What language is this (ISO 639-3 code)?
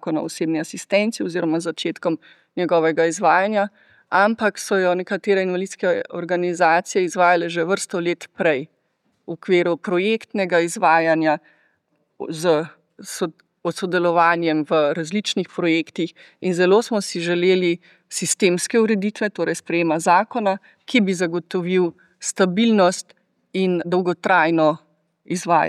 slv